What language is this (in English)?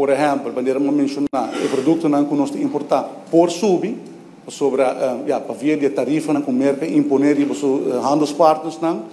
Papiamento